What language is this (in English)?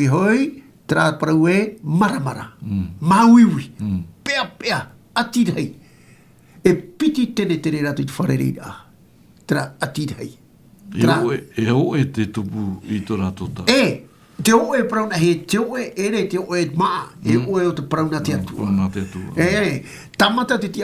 Tahitian